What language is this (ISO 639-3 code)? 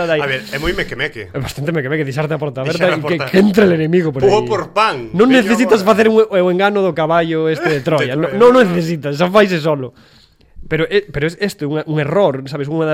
glg